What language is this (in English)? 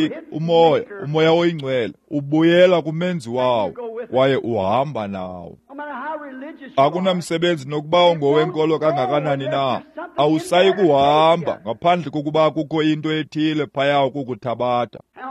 Xhosa